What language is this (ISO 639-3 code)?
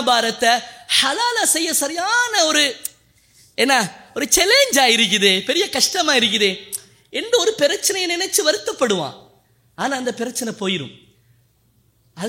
tam